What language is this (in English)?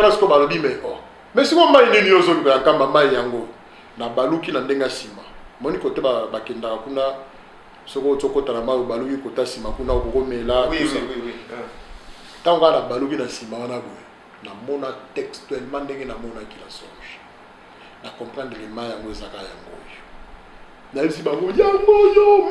Lingala